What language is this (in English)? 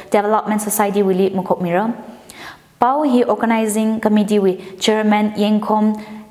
Tangkhul Naga (India)